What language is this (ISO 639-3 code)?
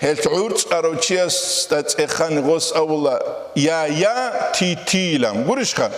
ava